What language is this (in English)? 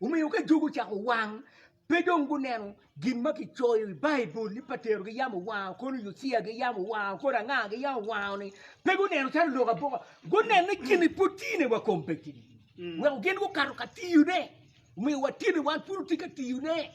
Acoli